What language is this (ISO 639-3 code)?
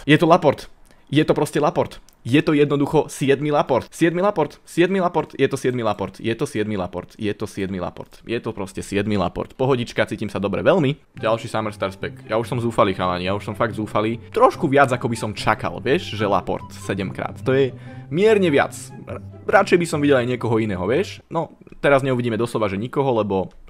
slk